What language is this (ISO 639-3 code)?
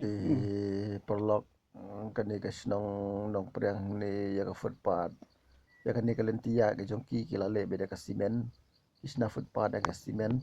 kha